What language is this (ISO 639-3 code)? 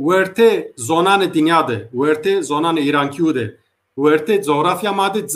zza